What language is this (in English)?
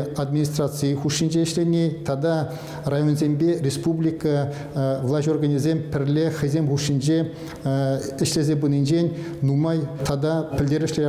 Chuvash